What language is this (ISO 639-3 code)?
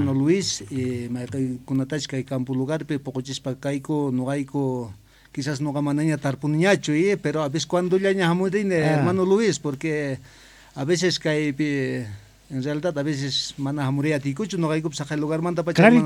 quh